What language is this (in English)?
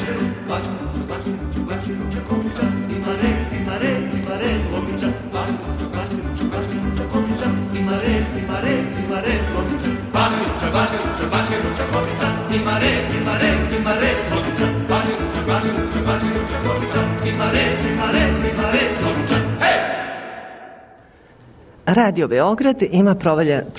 Serbian